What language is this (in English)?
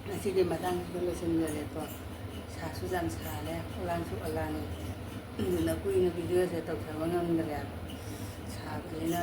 Manipuri